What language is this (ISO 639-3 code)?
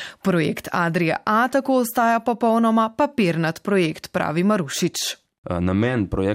slv